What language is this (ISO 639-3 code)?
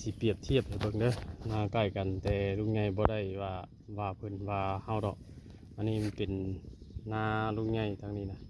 tts